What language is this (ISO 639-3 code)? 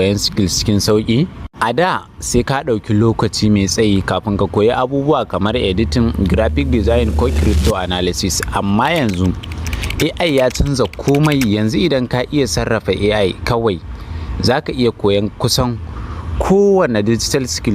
hau